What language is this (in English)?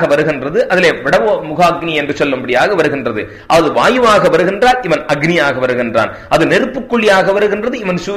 Tamil